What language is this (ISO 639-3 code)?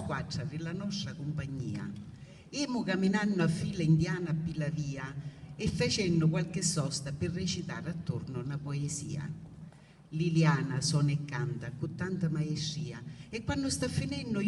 scn